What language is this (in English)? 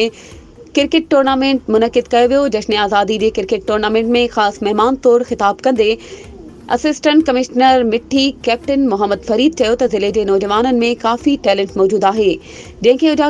Sindhi